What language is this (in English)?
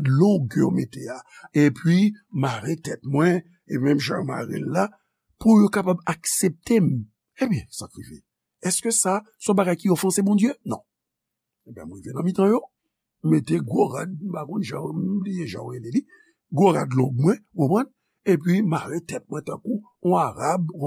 Haitian Creole